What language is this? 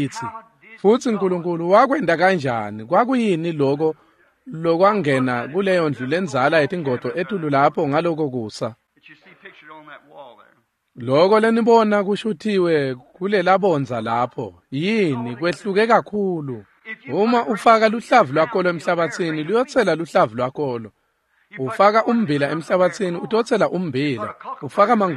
Swati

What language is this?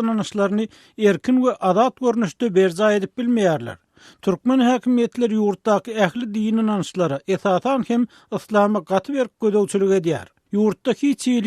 Turkmen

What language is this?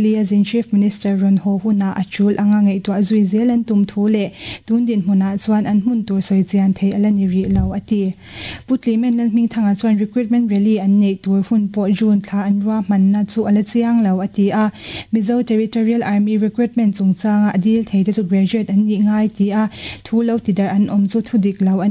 Mizo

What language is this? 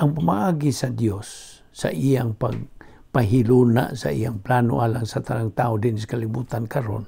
Cebuano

